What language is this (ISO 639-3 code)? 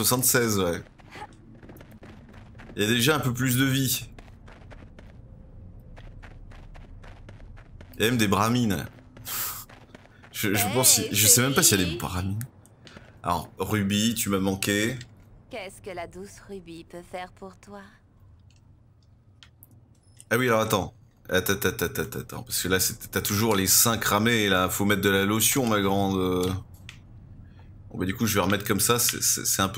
fra